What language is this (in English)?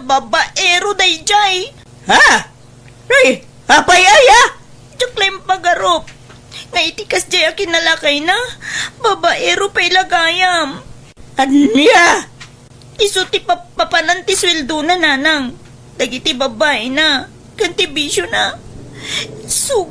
Iloko